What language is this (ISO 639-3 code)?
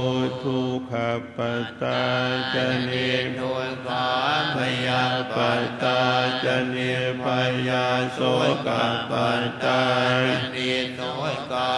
pli